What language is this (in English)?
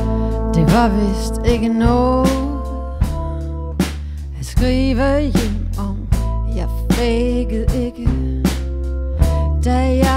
Danish